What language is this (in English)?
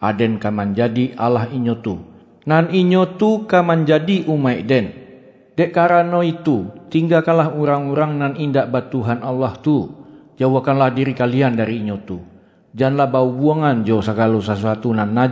Minangkabau